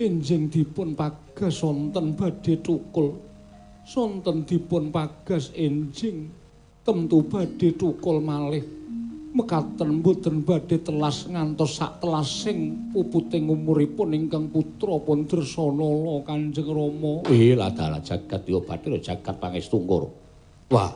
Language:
Javanese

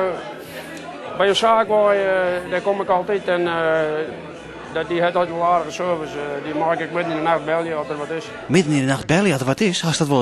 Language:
Western Frisian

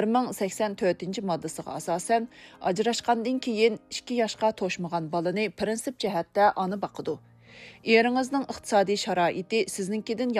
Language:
Uyghur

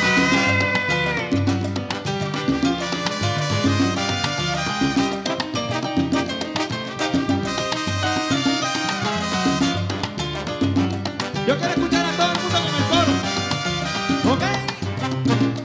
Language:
Spanish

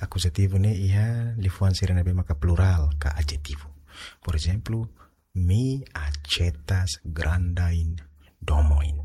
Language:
Tetum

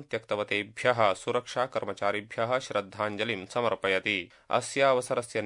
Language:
Sanskrit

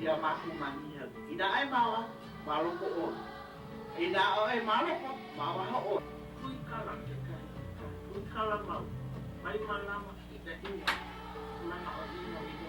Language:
Hawaiian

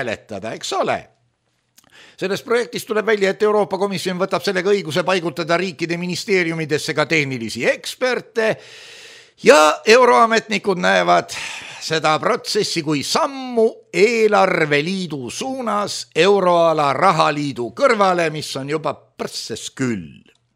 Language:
Estonian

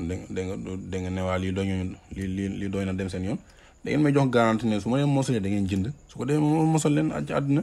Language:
Wolof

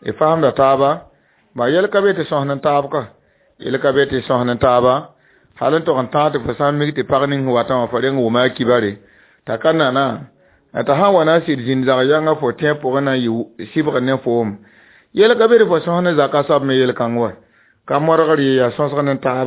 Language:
Mossi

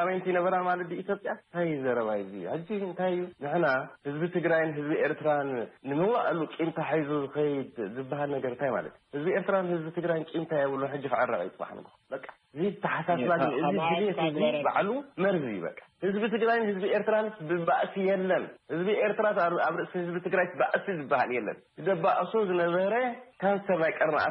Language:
Tigrinya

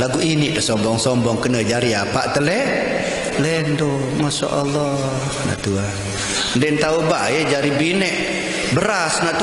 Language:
Sasak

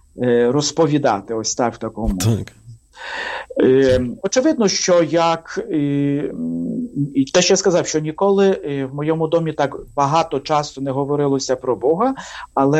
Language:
Ukrainian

